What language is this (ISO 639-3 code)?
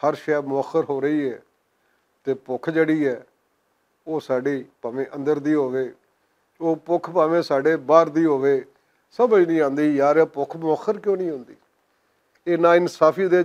lah